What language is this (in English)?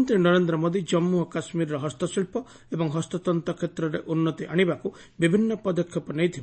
Odia